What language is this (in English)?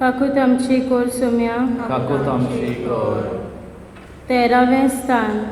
Konkani